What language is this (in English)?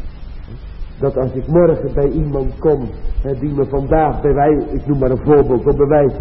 Dutch